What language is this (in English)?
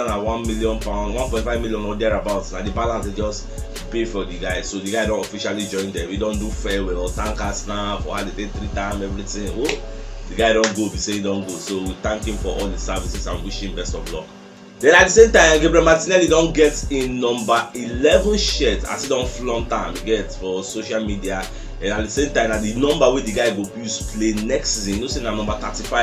Nigerian Pidgin